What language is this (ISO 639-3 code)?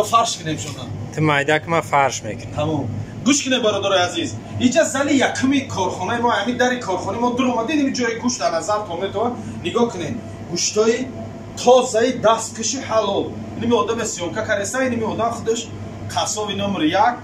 tgk